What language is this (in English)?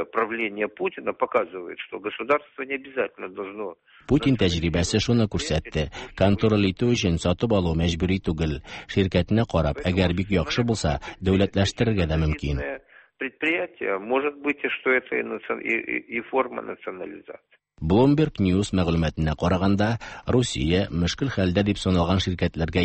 Tatar